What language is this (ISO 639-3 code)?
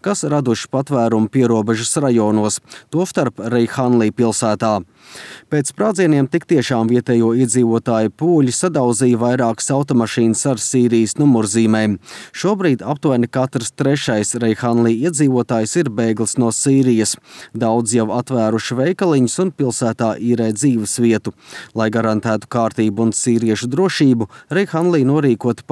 lav